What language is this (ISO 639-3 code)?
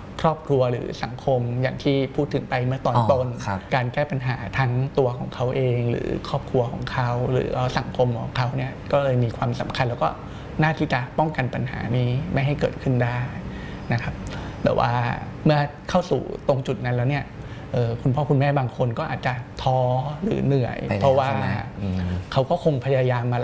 tha